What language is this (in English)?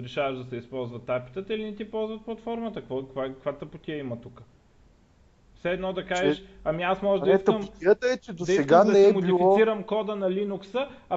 Bulgarian